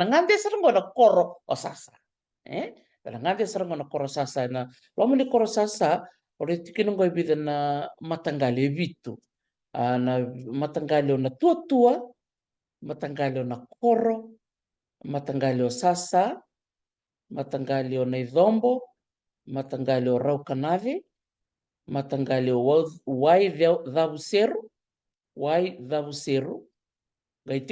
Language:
Fijian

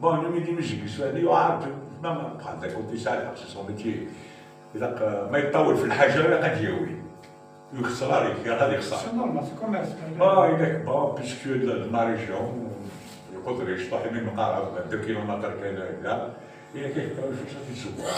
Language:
Kabyle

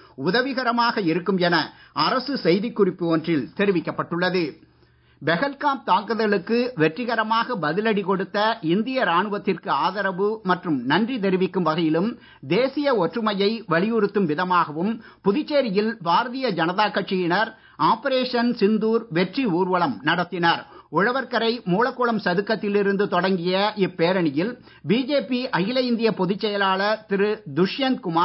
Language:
Tamil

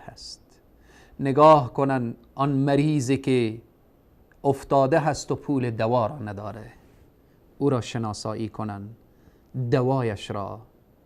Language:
Persian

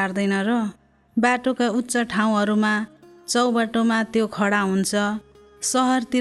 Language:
Nepali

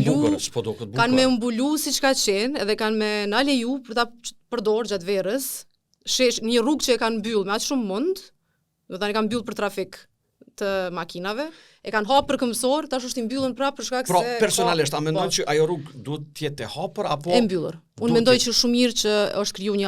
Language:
Albanian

